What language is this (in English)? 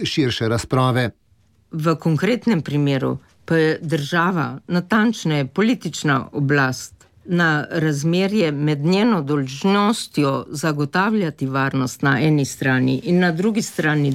Slovenian